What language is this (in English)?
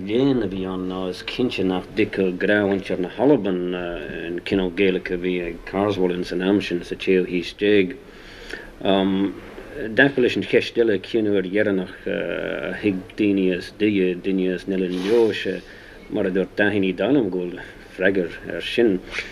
Irish